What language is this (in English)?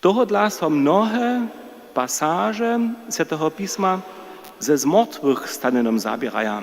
Upper Sorbian